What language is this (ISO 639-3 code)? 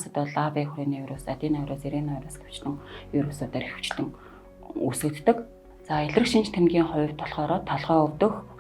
mon